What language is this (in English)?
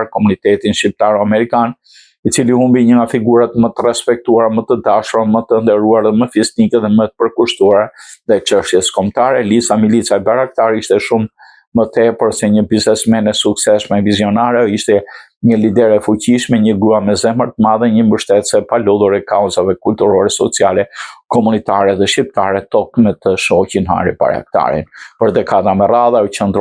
Albanian